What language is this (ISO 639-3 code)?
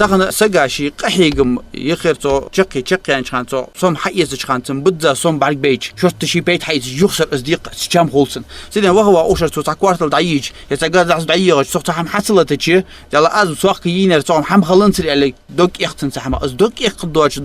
inh